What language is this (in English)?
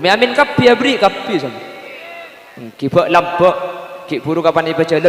Madurese